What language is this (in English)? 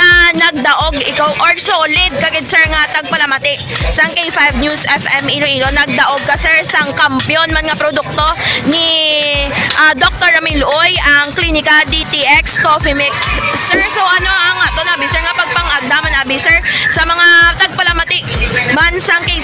Hiligaynon